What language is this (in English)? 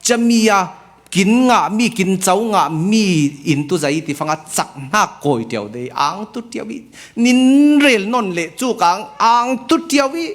Falam Chin